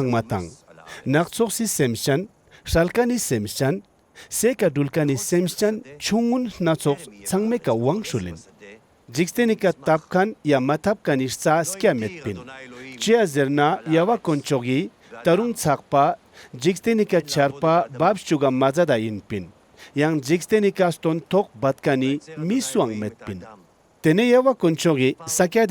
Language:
Ladakhi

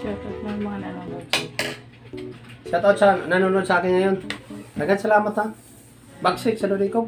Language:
Cebuano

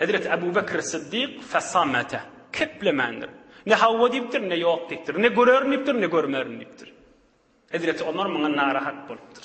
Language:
Turkmen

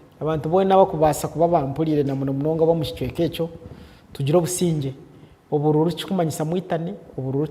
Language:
Nyankole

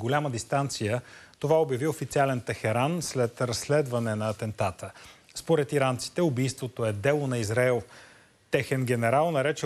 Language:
Bulgarian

